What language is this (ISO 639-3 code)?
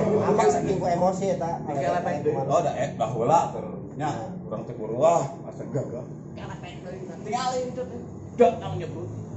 sun